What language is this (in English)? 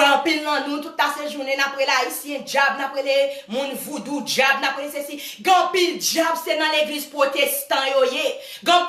Haitian Creole